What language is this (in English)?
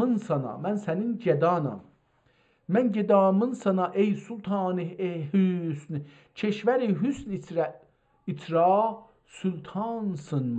South Azerbaijani